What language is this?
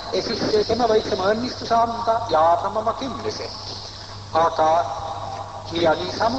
Estonian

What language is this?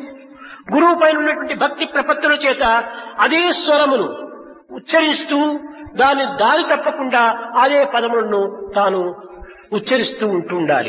Telugu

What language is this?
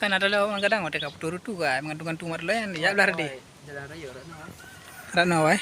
Achinese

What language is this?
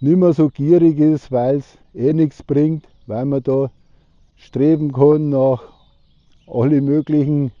Bavarian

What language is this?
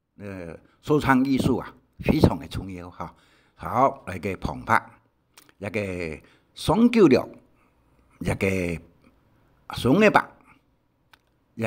Hakka Chinese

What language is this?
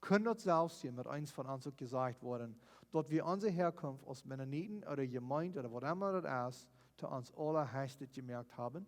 Plautdietsch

